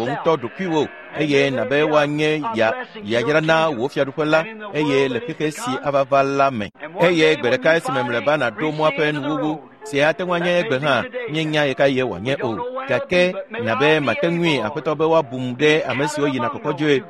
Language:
Ewe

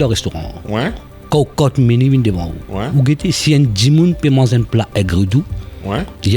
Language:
Morisyen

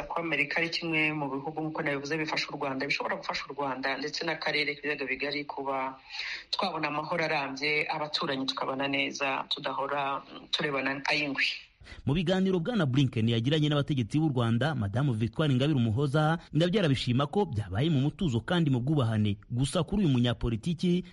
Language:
Kinyarwanda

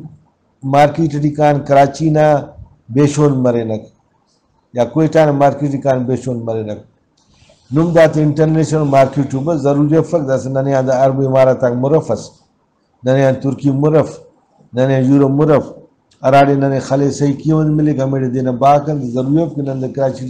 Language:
Brahui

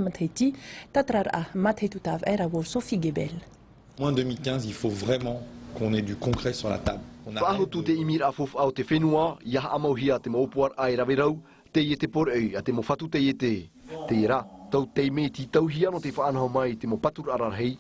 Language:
Tahitian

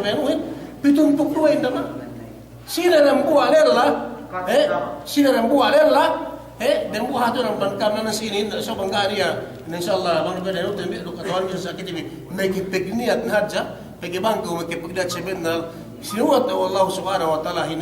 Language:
Yakan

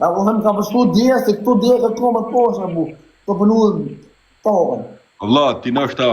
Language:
Albanian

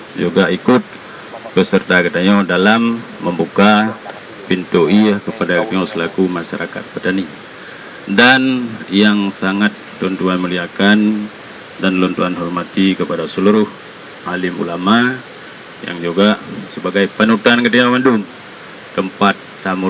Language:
Achinese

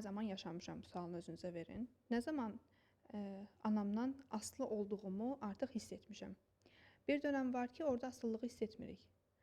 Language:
Azerbaijani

